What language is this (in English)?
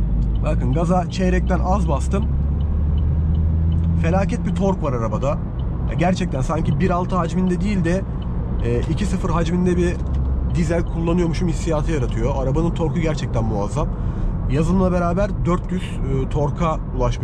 Turkish